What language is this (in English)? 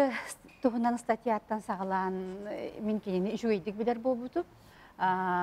Yakut